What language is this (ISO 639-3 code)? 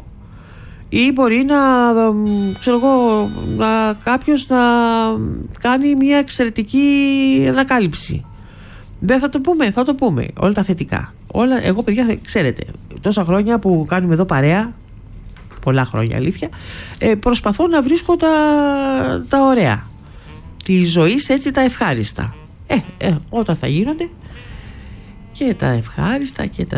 ell